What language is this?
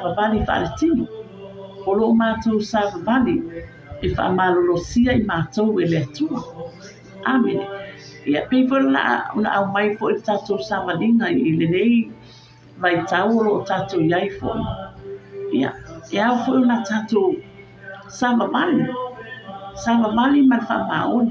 Samoan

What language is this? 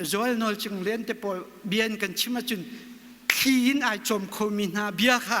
Hakha Chin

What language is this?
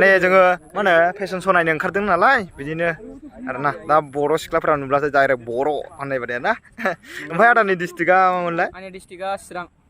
Bodo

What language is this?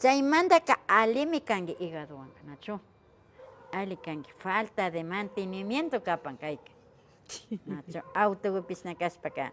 Imbabura Highland Quichua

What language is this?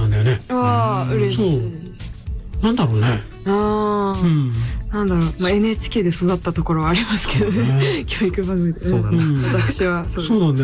Japanese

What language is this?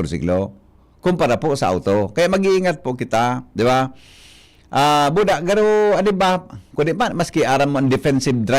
Bikol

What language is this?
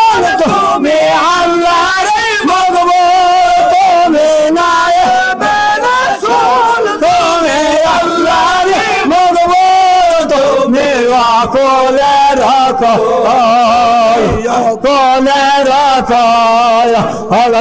Bangla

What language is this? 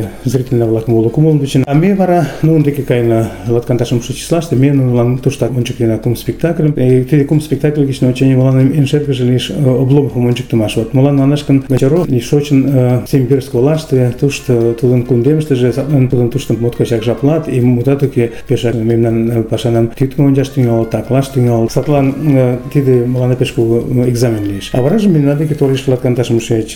Mari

